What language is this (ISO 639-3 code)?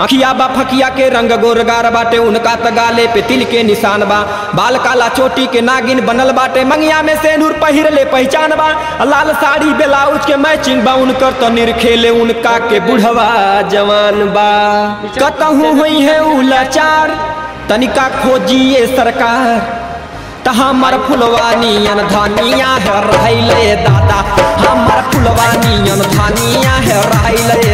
bho